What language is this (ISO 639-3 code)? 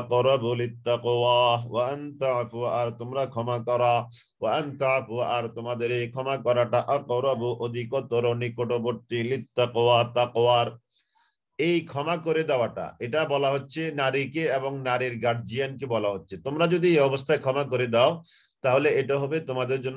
ben